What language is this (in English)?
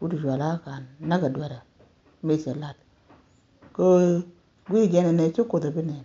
Nuer